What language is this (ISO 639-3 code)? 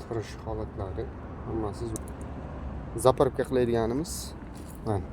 uzb